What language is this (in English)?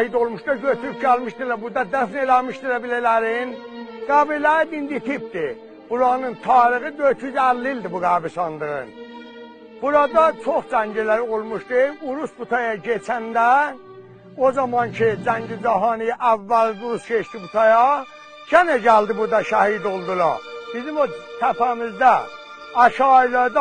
South Azerbaijani